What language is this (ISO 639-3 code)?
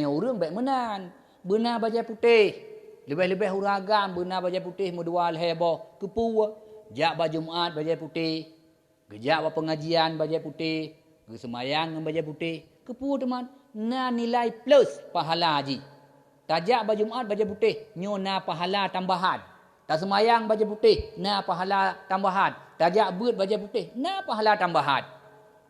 ace